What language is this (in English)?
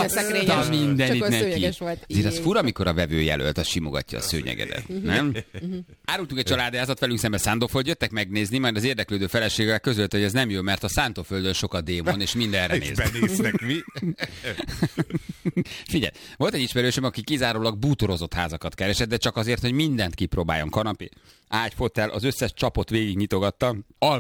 Hungarian